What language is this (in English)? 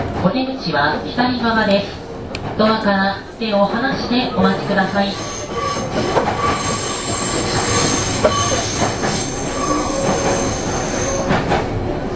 Japanese